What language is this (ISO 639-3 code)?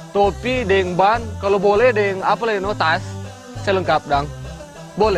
xmm